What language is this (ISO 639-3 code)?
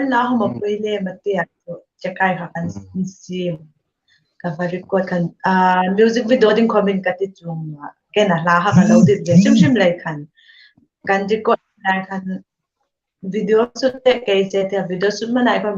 hmr